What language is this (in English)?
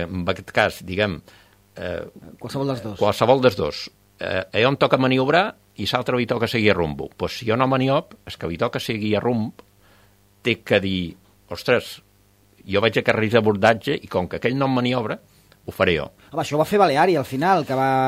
Catalan